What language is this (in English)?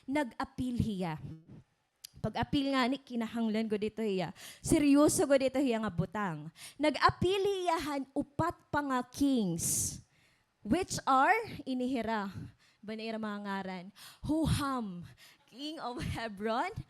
Waray